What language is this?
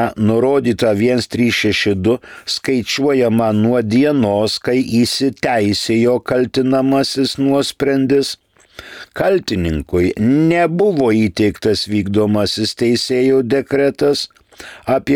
Lithuanian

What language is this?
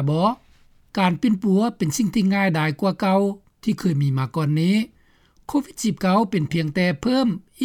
Lao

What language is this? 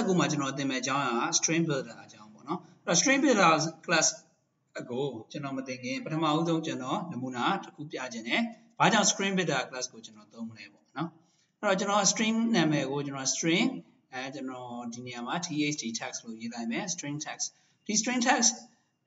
Burmese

